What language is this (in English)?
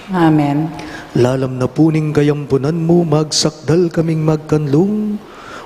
Pampanga